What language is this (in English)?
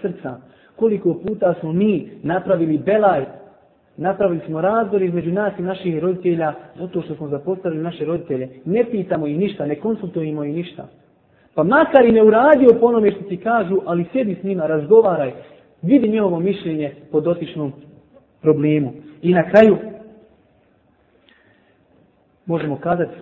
Bosnian